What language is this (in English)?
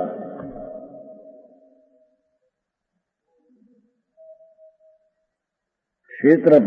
Gujarati